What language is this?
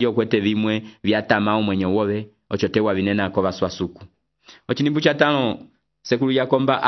Umbundu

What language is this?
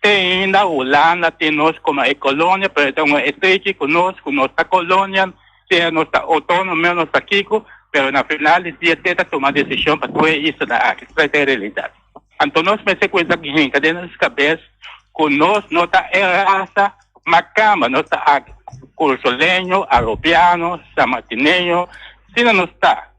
Papiamento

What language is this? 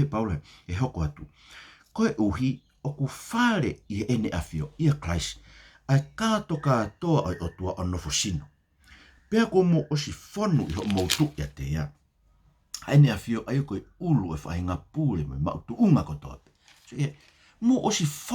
Tongan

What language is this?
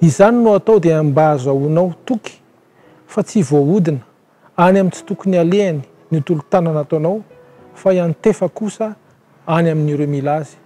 Malagasy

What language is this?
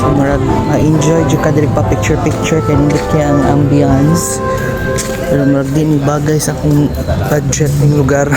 Cebuano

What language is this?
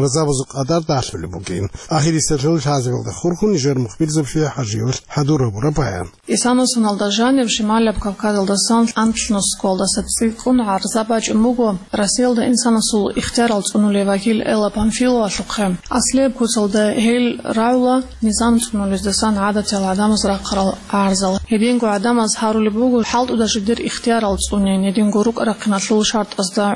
Avaric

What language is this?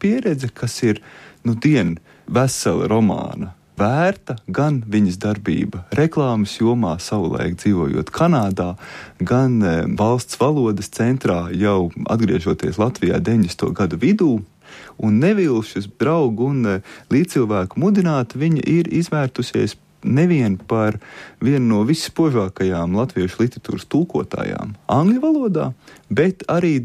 Latvian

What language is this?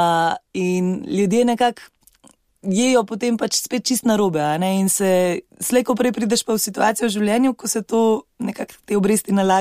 Slovenian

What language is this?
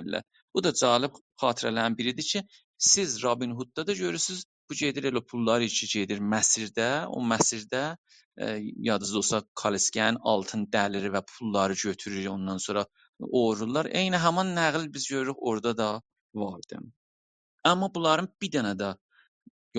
South Azerbaijani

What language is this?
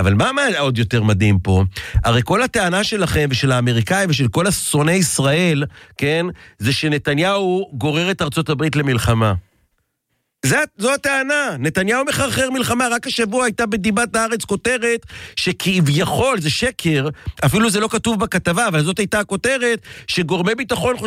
Hebrew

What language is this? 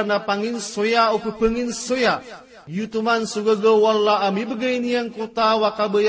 Maranao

